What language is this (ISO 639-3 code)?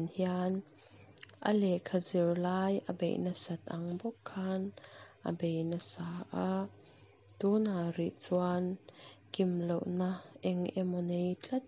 lus